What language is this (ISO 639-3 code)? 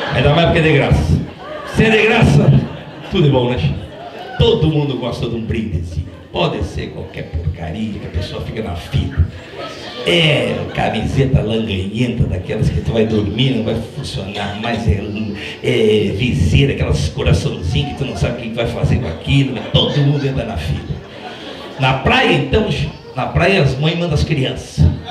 por